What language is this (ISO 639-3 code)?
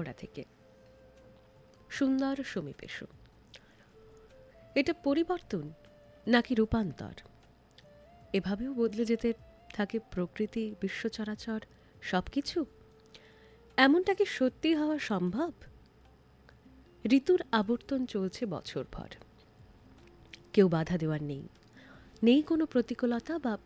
ben